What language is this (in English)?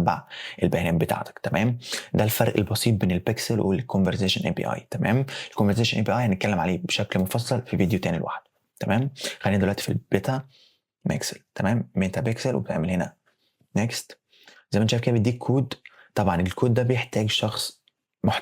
Egyptian Arabic